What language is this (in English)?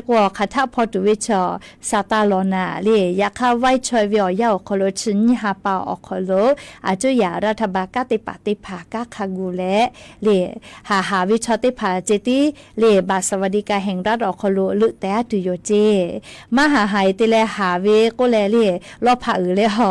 Lahu